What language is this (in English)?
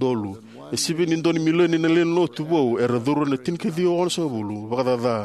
Fijian